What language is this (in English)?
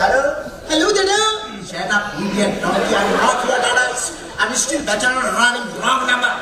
Konkani